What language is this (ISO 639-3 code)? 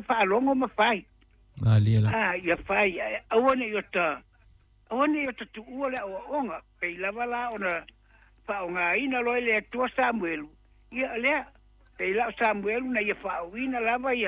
smo